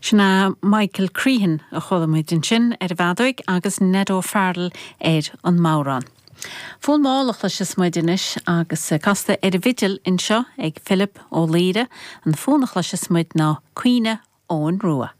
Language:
Irish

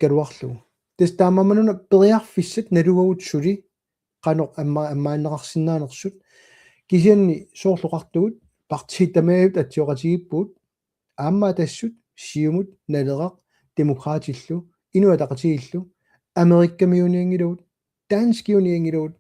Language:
Kalaallisut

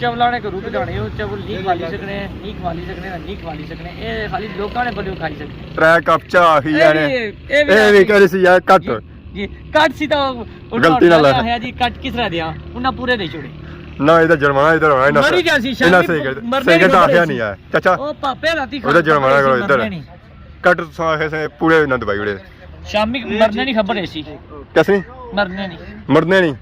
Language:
Pahari-Potwari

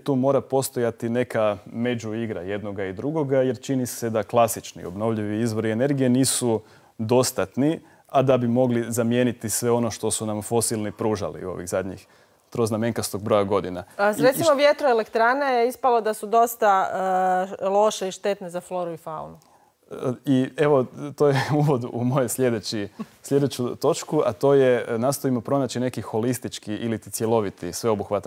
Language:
Croatian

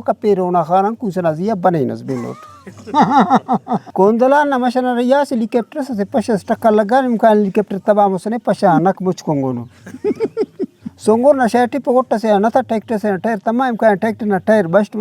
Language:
Brahui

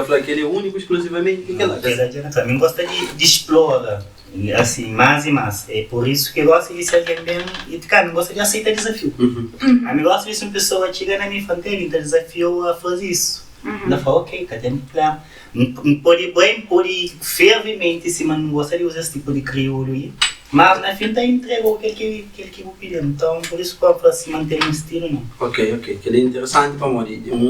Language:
Kabuverdianu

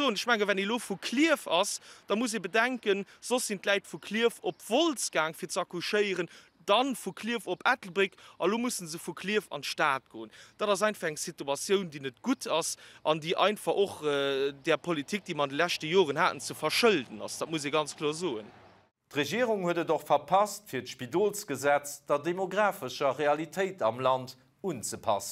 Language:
Luxembourgish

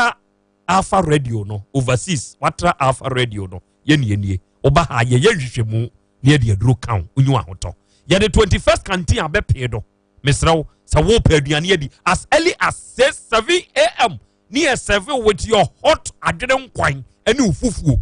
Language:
Akan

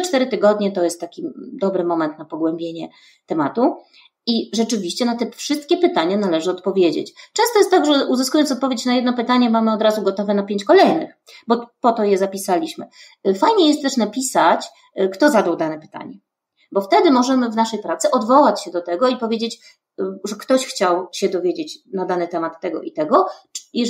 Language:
Polish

